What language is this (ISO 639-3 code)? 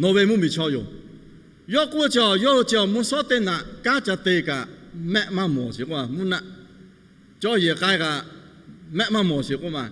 lhu